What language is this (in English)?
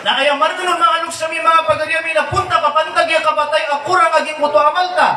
Maranao